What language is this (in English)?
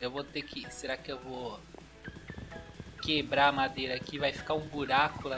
Portuguese